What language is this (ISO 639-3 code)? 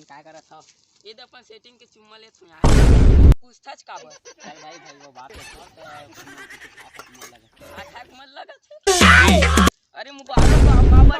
hne